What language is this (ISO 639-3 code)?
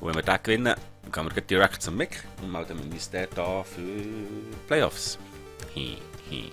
gsw